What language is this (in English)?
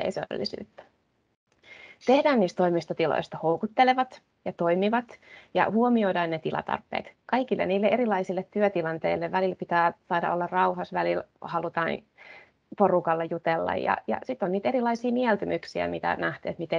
Finnish